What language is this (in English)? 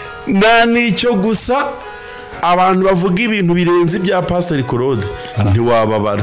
Kinyarwanda